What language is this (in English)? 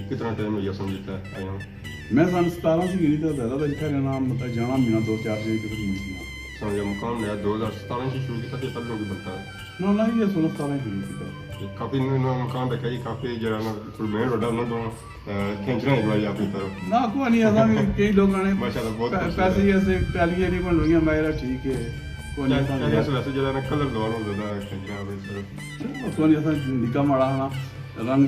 Pahari-Potwari